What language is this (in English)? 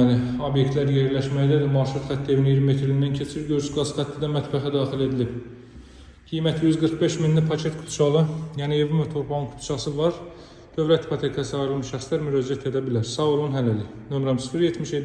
Azerbaijani